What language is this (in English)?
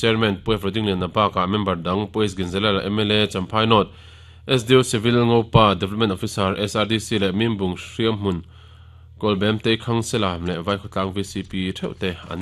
Mizo